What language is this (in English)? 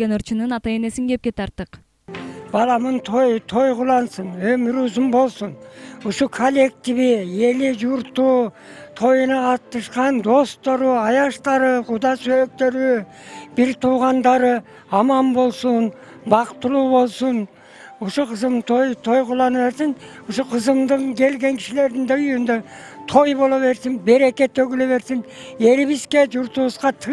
Kyrgyz